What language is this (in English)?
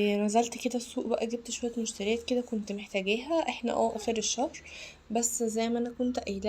Egyptian Arabic